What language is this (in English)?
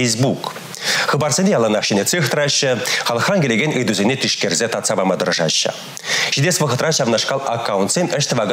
Chuvash